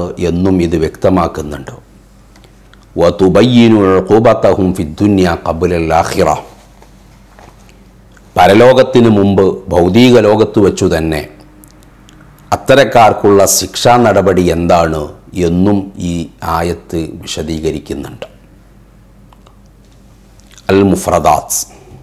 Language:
Malayalam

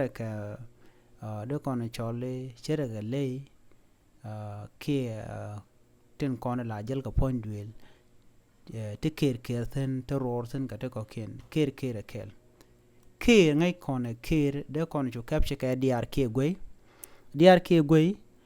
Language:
Nuer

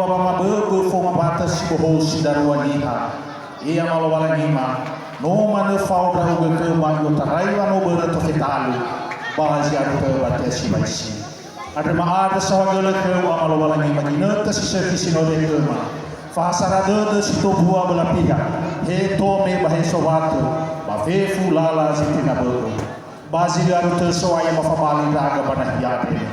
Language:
Nias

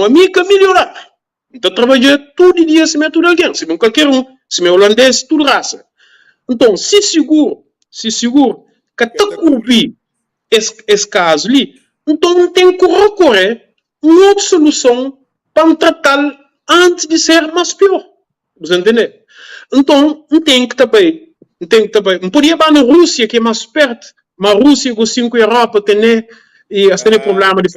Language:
Kabuverdianu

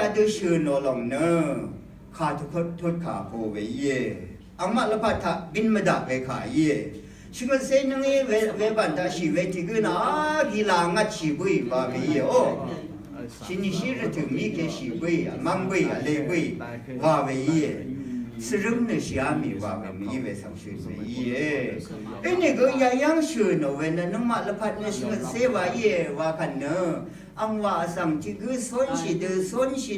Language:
Rawang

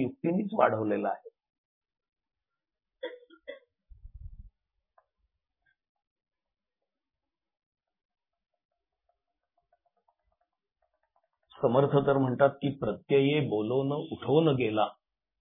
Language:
Marathi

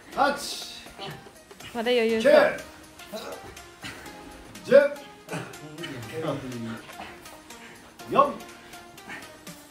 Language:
Japanese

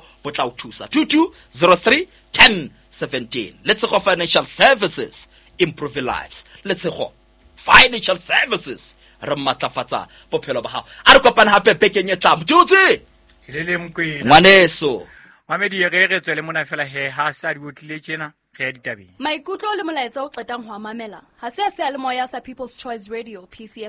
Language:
Southern Sotho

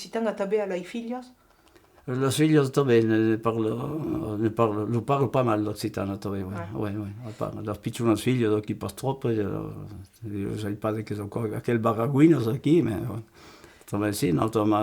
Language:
Occitan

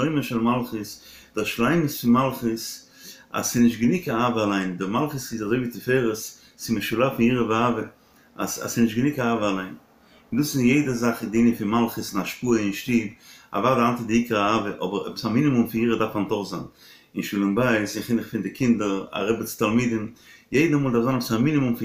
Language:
Yiddish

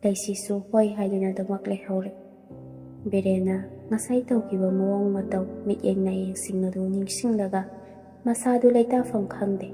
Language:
Manipuri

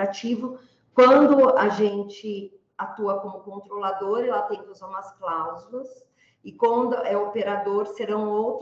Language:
Portuguese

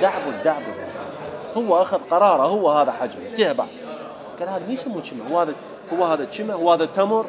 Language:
Mesopotamian Arabic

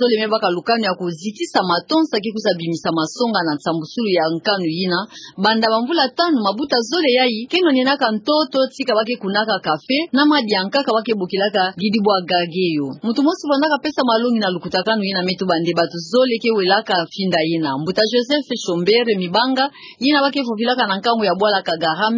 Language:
Kituba (Democratic Republic of Congo)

